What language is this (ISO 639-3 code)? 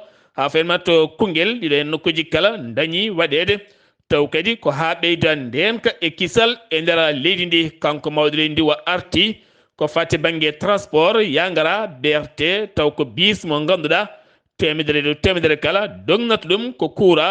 ful